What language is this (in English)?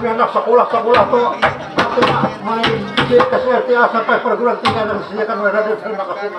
Banjar